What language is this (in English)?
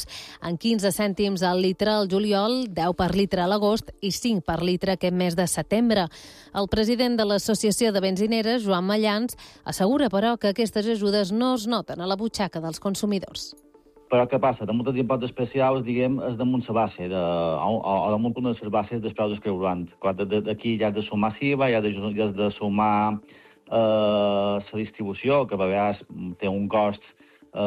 Catalan